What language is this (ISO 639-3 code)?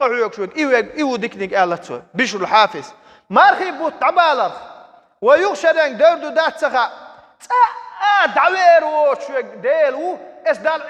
che